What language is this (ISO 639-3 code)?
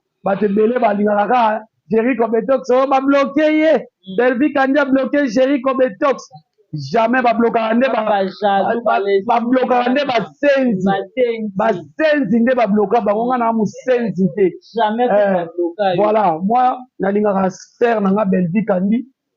lin